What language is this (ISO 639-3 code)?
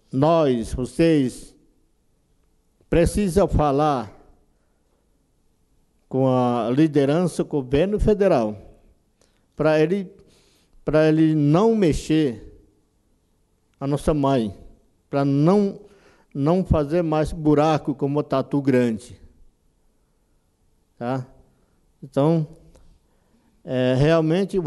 por